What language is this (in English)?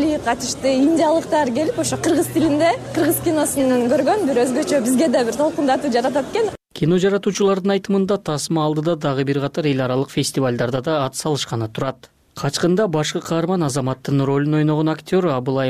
Kyrgyz